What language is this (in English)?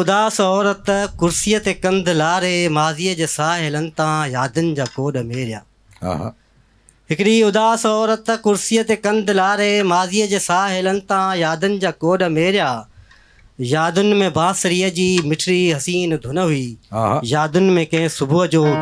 Sindhi